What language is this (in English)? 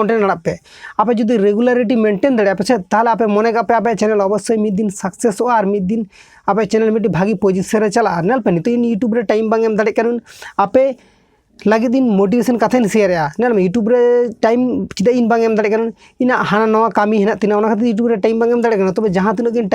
Santali